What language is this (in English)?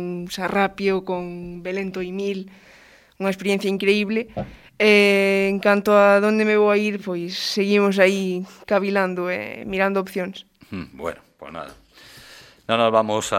Galician